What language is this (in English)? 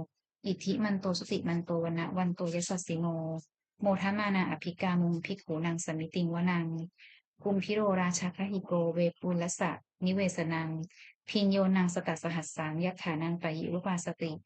Pali